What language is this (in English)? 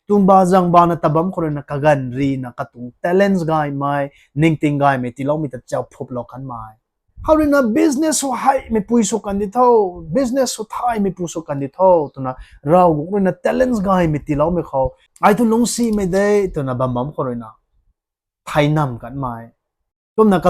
Rongmei Naga